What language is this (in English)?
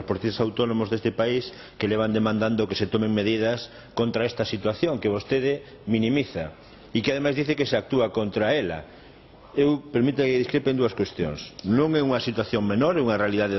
Galician